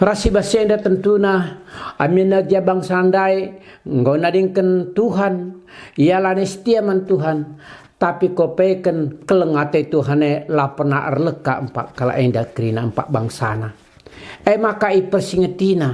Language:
Batak Karo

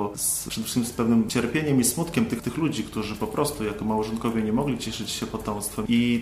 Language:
Polish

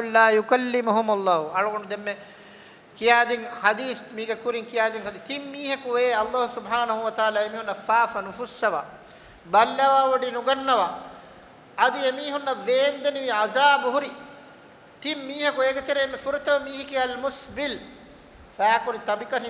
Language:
Divehi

